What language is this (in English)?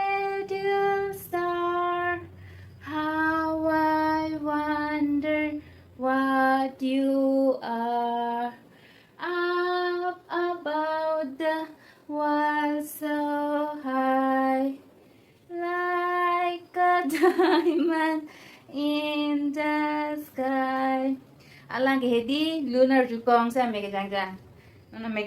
Karbi